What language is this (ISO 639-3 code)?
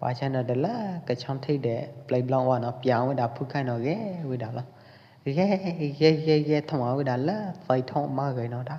kjp